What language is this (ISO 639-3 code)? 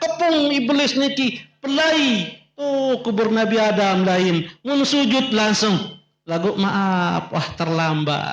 sas